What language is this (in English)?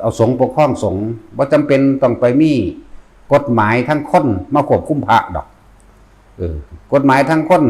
Northeastern Thai